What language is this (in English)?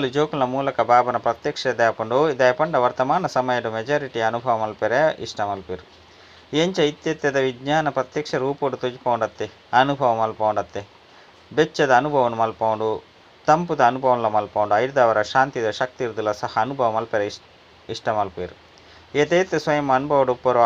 Tulu